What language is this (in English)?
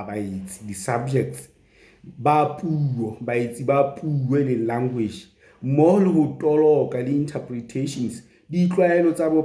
Southern Sotho